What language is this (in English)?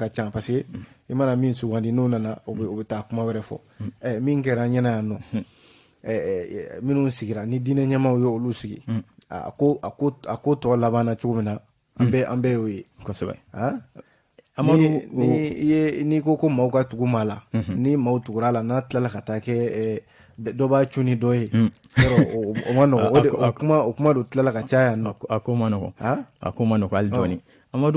Bambara